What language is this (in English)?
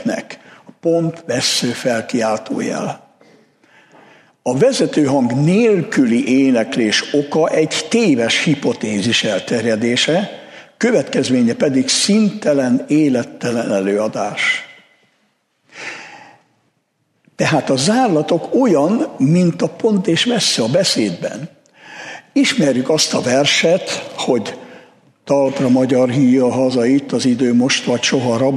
Hungarian